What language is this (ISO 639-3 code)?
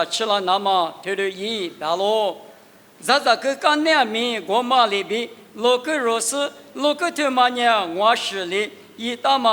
lis